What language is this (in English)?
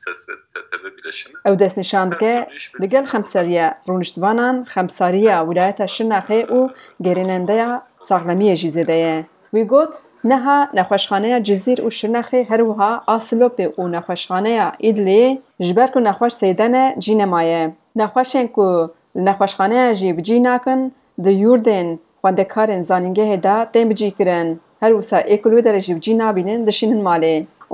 Kurdish